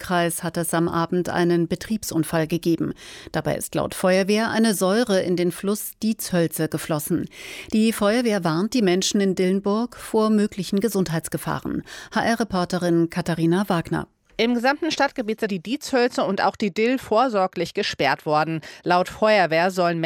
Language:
German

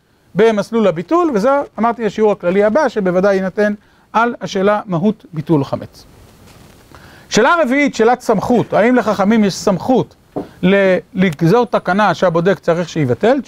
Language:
Hebrew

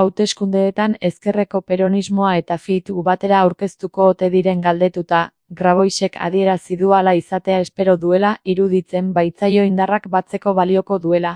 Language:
Basque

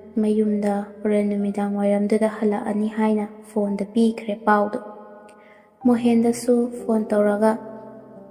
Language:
Manipuri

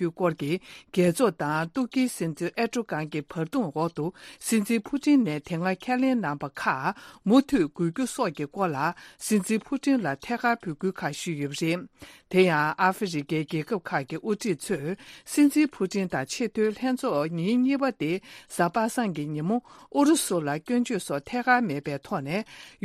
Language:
Tibetan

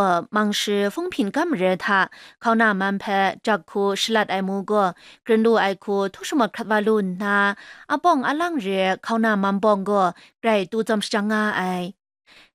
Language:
Kachin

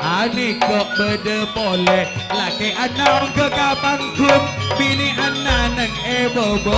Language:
Madurese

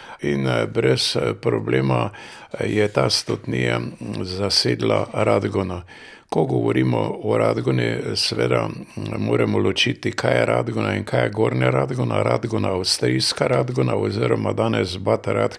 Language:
Slovenian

